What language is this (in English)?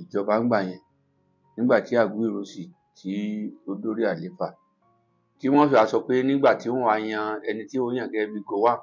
Yoruba